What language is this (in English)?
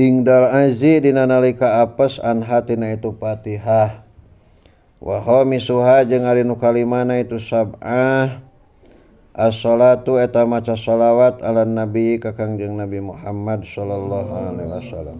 Sundanese